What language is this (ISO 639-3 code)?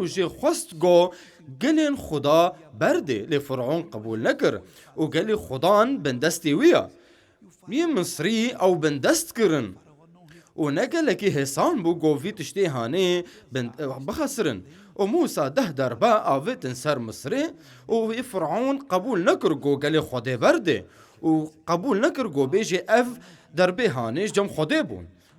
kur